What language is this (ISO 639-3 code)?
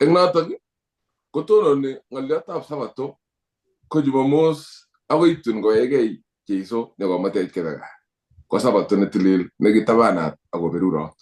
kln